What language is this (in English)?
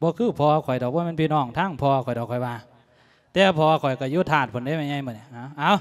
Lao